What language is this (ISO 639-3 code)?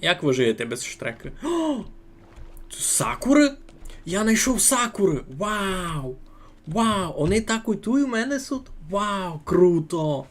rue